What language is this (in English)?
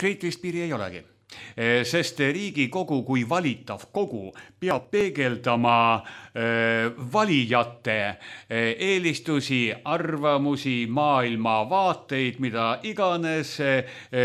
Estonian